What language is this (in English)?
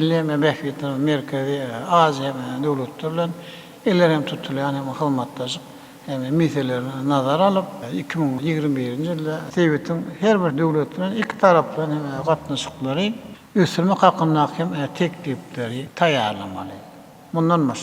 Turkmen